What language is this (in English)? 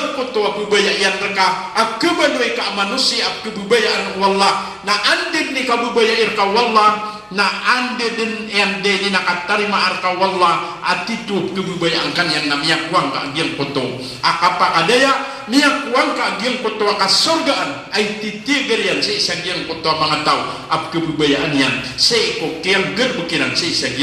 Maranao